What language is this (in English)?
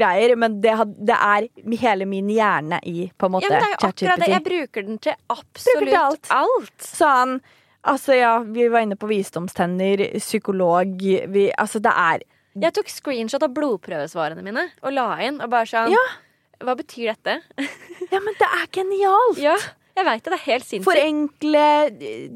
Norwegian